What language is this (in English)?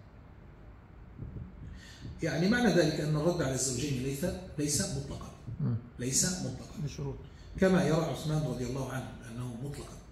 Arabic